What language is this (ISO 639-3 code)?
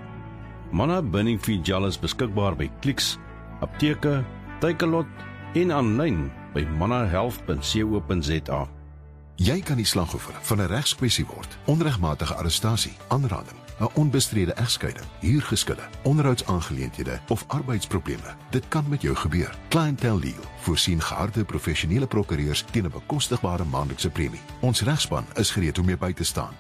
afr